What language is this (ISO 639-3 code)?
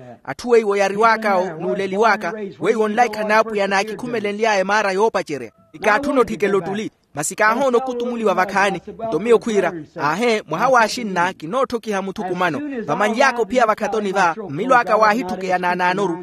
vmw